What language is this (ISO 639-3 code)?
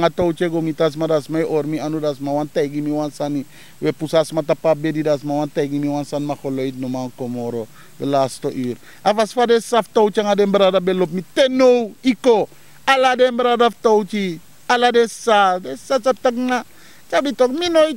srn